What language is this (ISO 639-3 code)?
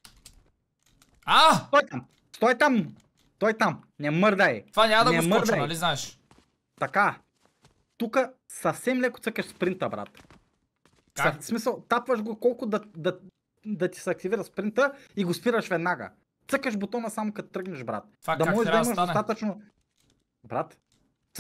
bul